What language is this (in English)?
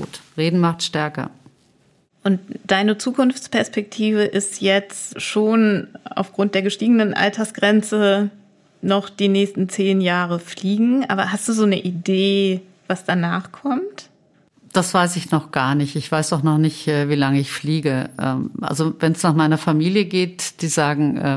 German